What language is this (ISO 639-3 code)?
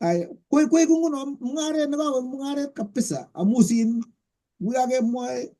kln